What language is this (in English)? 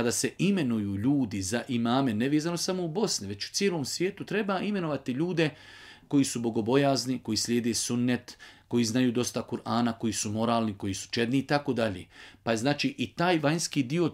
Bosnian